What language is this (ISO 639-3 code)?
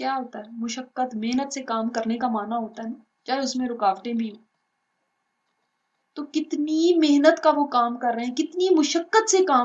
urd